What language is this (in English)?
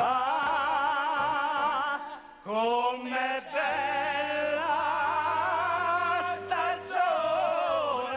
Neapolitan